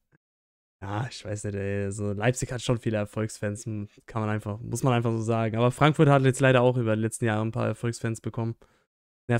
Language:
German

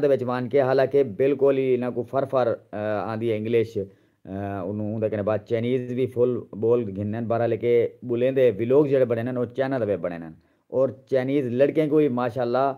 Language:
Saraiki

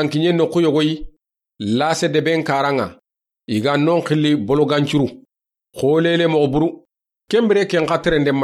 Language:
Soninke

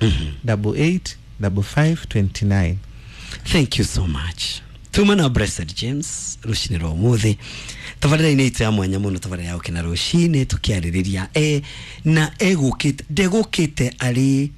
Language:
Kikuyu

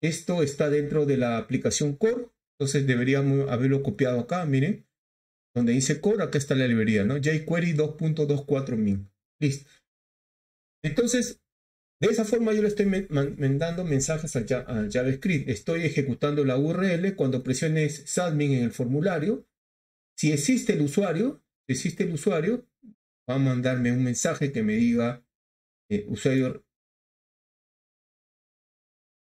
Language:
Spanish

